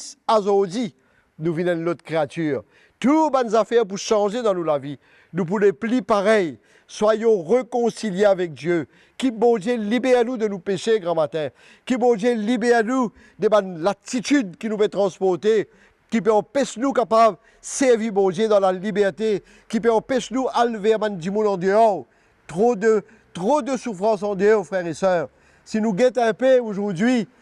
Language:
Morisyen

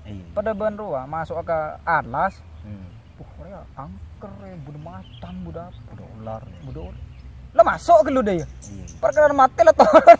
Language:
Madurese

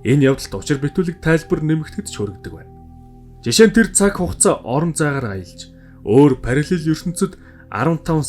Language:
Mongolian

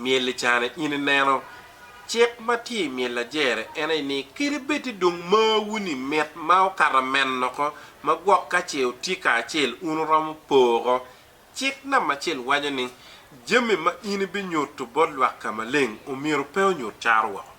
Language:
Acoli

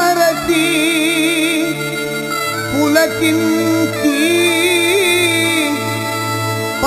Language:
Telugu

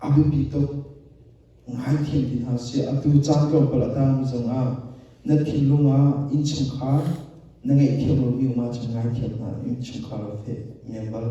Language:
Hakha Chin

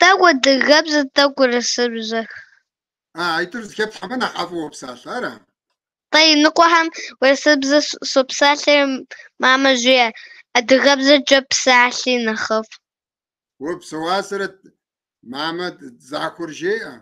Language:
Kabardian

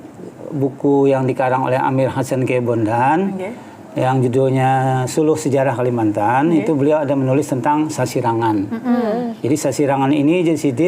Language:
Banjar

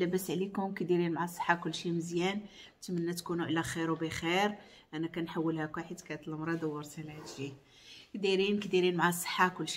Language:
Moroccan Arabic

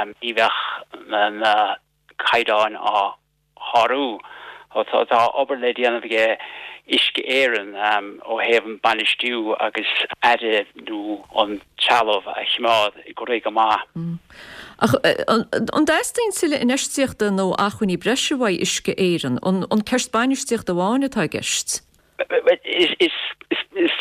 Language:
Irish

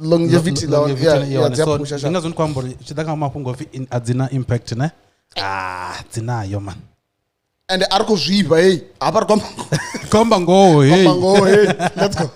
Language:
Venda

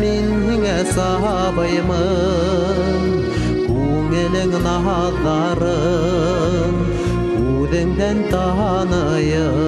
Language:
Bashkir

